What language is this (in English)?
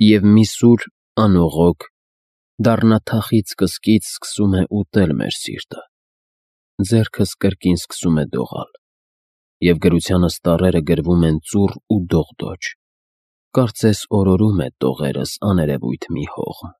Armenian